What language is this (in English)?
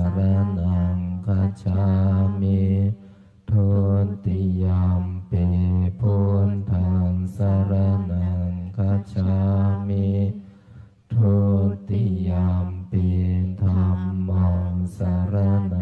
Pali